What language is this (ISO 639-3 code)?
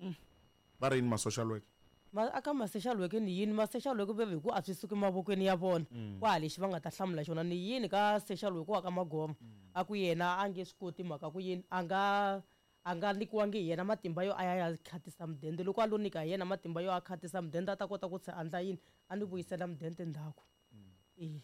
tso